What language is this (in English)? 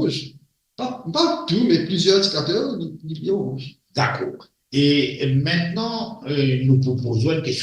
Morisyen